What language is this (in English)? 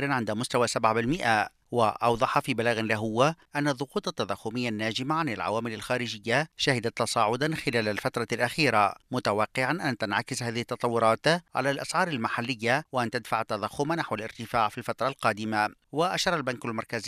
Tunisian Arabic